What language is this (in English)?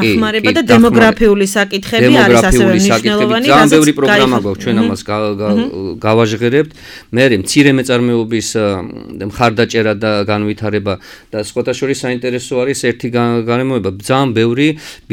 Georgian